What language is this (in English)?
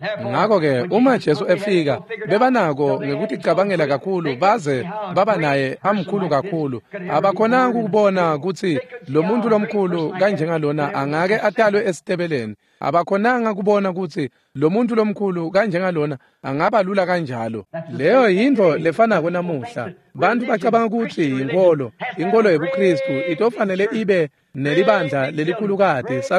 Swati